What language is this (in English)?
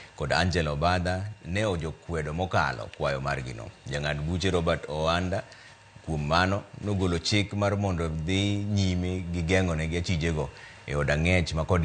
Luo (Kenya and Tanzania)